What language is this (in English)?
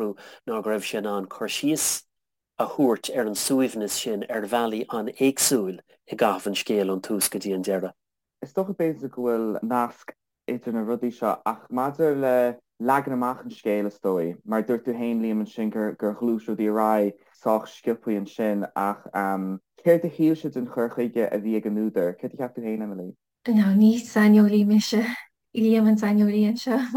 Irish